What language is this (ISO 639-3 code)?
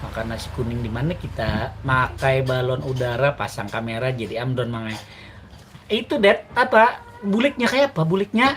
bjn